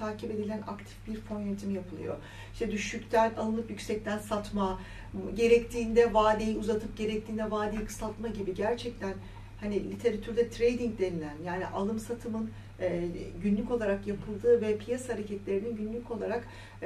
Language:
Turkish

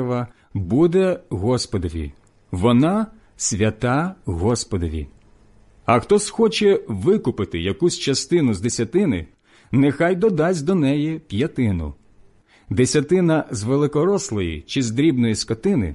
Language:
Ukrainian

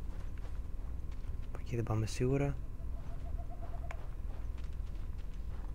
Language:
Greek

